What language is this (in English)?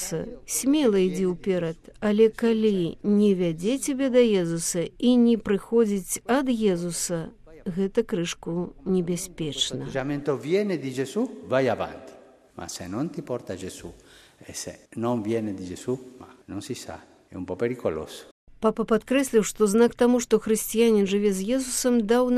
Belarusian